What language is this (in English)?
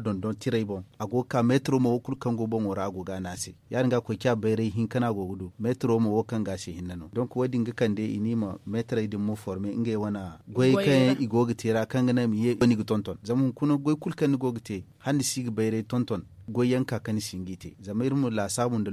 Zarma